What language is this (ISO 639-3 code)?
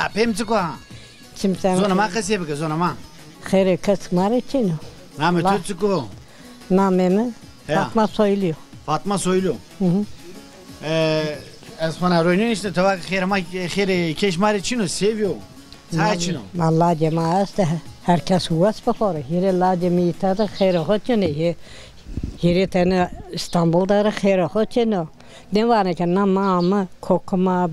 zza